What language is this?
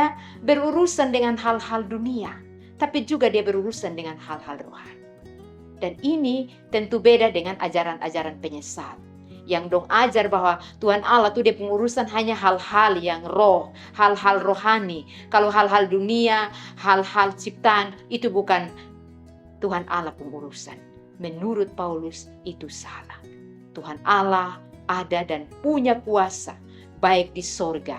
Kupang Malay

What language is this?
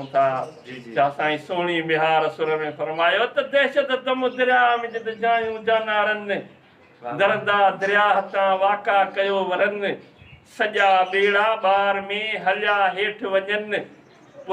Sindhi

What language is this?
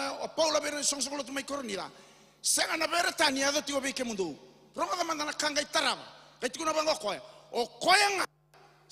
Fijian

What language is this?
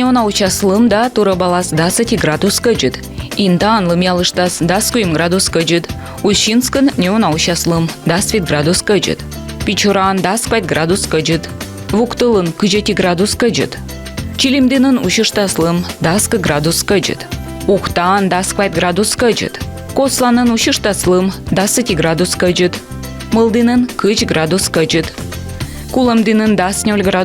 Komi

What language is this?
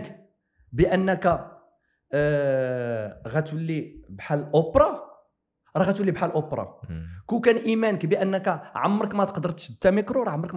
Moroccan Arabic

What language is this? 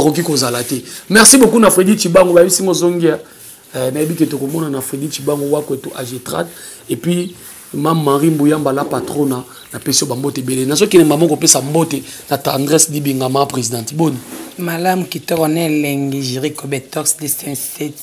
Lingala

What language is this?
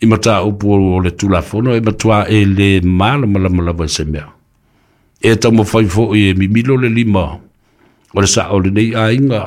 Samoan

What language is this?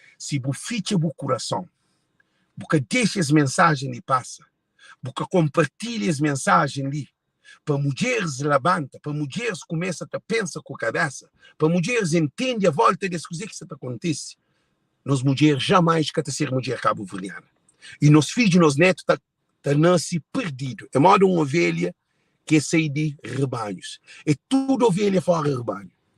Kabuverdianu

